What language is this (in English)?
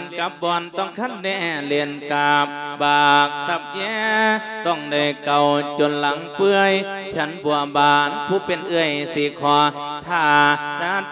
Lao